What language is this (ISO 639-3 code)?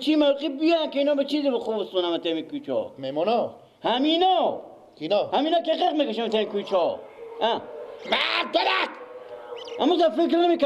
fas